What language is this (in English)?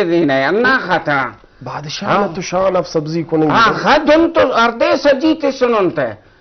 Brahui